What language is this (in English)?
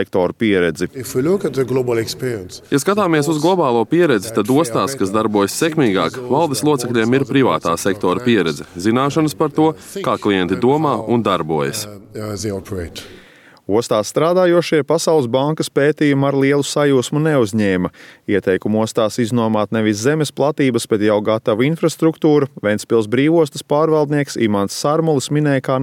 Latvian